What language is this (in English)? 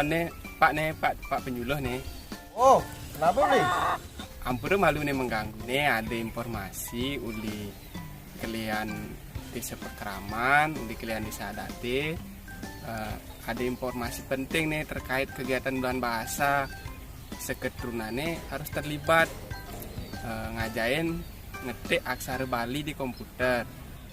Balinese